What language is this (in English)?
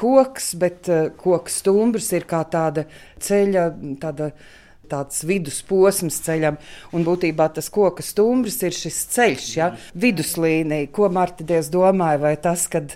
Latvian